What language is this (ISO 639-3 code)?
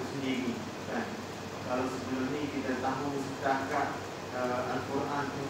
msa